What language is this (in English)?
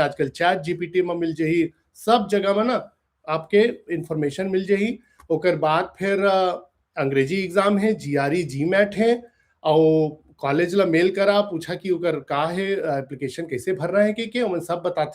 Chhattisgarhi